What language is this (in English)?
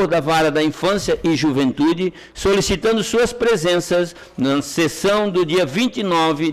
Portuguese